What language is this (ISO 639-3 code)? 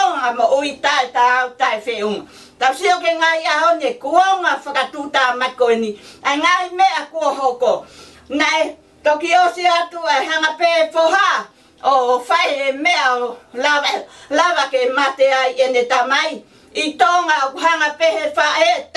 ton